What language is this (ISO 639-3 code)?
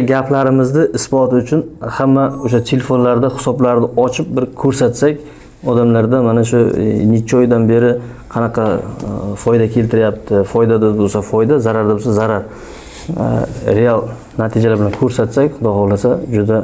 uzb